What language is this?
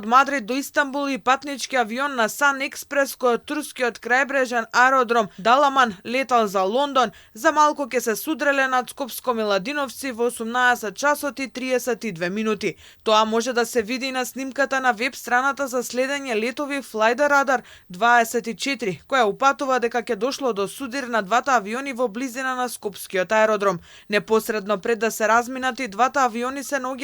Macedonian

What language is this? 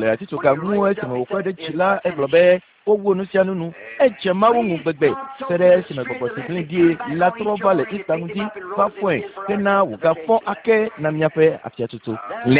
Ewe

